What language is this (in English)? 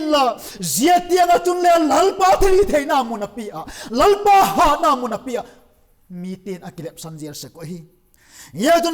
Vaiphei